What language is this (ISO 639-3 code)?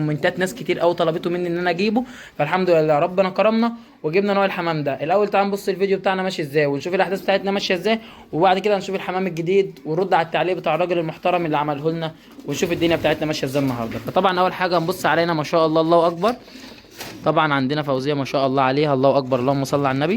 arz